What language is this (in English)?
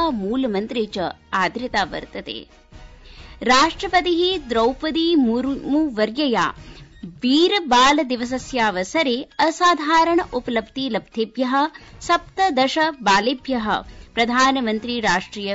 Sanskrit